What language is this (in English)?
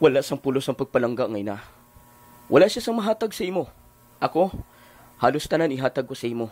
Hiligaynon